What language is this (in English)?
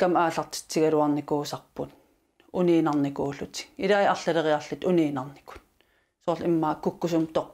Kalaallisut